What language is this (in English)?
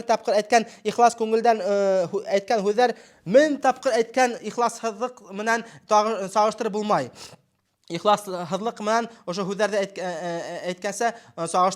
Bashkir